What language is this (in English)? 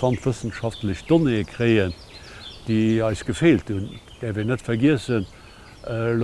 Luxembourgish